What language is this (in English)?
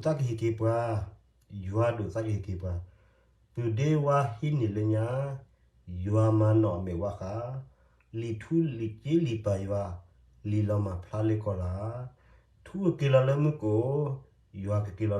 S'gaw Karen